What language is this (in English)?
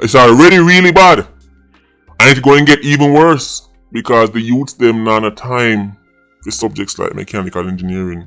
Jamaican Creole English